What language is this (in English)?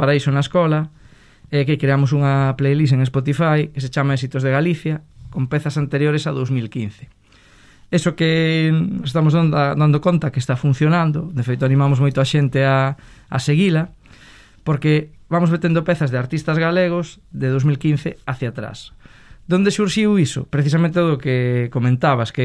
Galician